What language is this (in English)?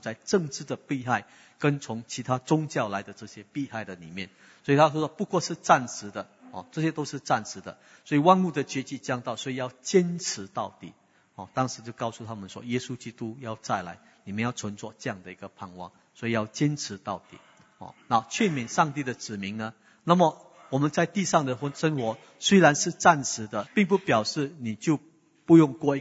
Chinese